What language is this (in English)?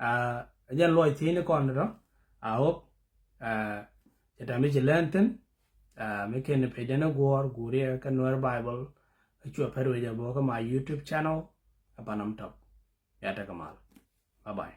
Nuer